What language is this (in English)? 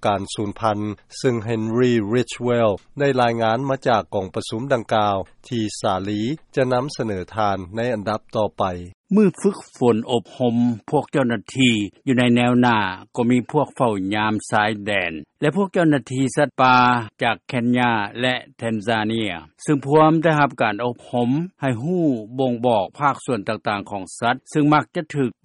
Lao